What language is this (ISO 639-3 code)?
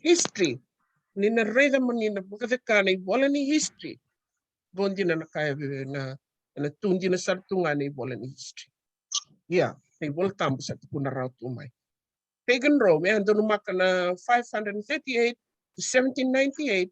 fij